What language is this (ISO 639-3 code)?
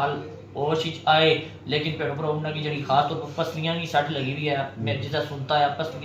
phr